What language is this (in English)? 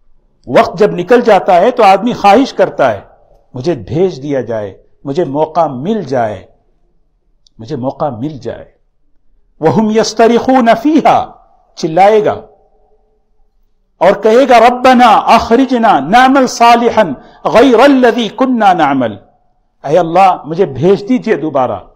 Urdu